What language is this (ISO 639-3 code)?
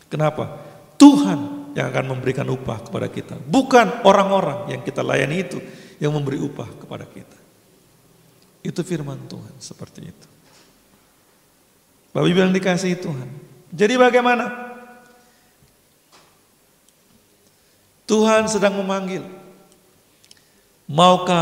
ind